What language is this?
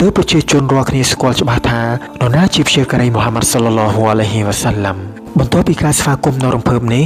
Khmer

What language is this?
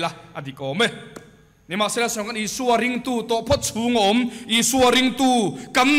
Mizo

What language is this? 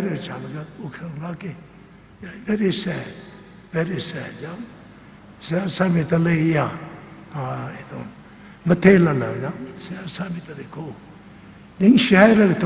Tangkhul Naga (India)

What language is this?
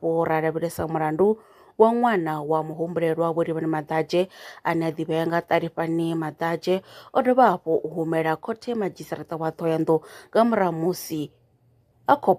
Venda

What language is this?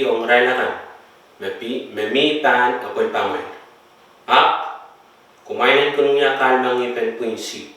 Pohnpeian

